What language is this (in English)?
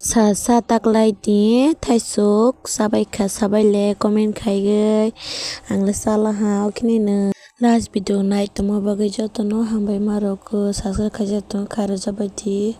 Kok Borok